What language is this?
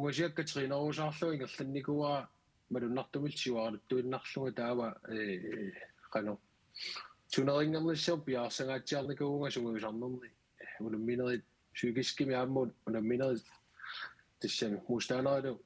Kalaallisut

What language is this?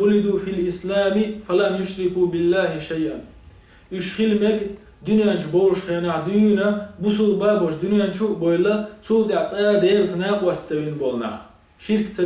Chechen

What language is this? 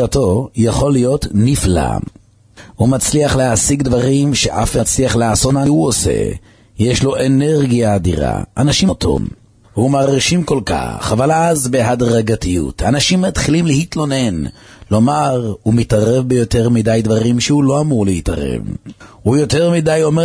Hebrew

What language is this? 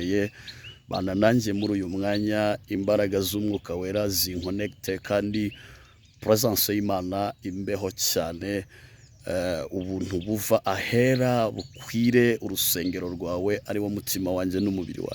Kinyarwanda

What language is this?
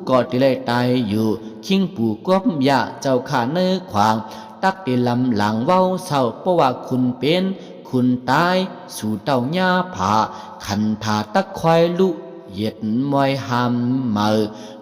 Shan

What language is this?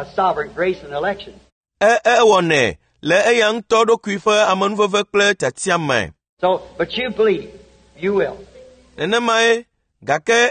Ewe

